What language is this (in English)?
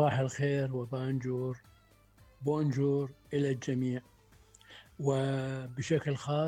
Mesopotamian Arabic